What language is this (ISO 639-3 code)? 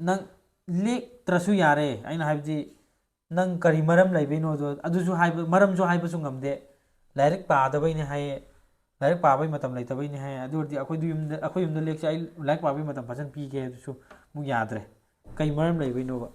mni